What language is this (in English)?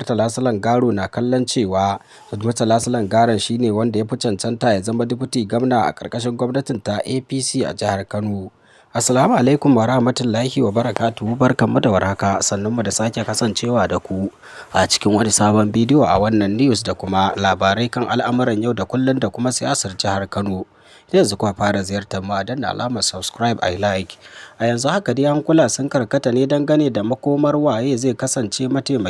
Hausa